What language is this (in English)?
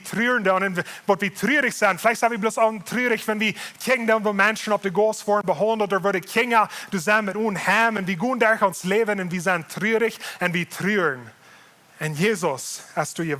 Plautdietsch